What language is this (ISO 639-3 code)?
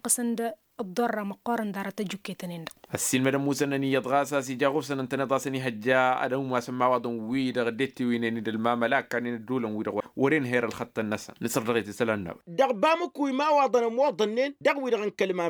taq